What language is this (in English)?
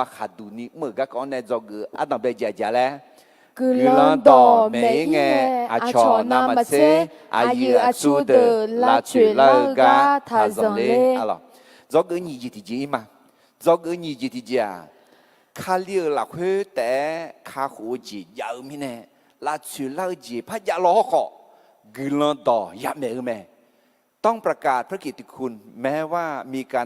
Akha